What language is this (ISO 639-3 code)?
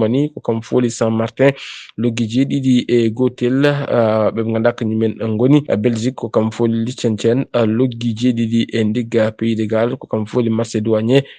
ful